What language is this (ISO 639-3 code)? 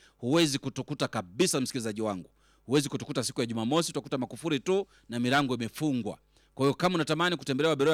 swa